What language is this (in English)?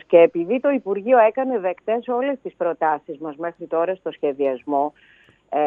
Greek